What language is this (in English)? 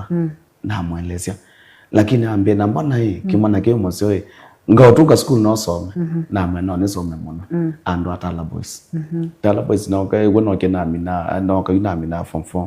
Kamba